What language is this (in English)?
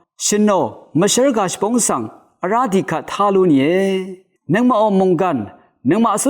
Rawang